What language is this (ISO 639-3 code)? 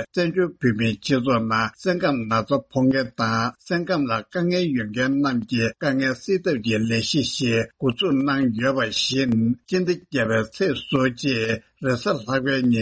bod